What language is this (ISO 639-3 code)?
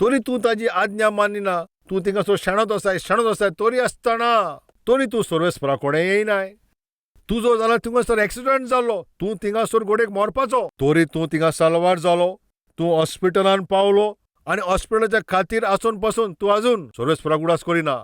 kok